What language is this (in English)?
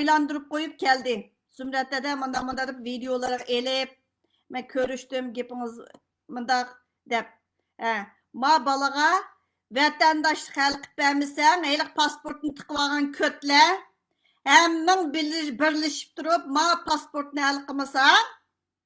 Uyghur